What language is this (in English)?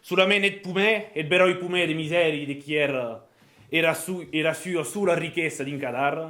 Occitan